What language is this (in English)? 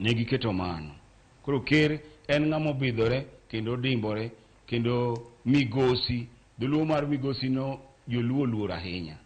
Luo (Kenya and Tanzania)